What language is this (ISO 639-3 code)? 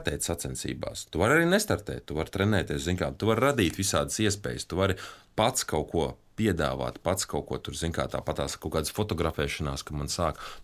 lav